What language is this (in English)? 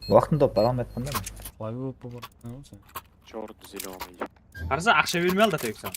Kara-Kalpak